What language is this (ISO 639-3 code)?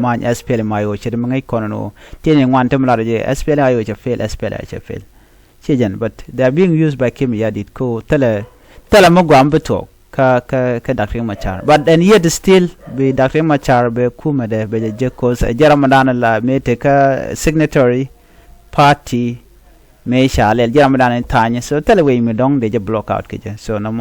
nus